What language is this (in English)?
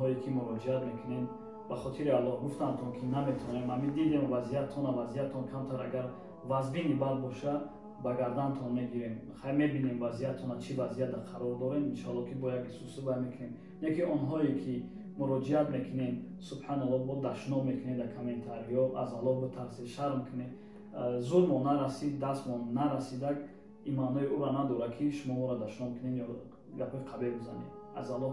Tajik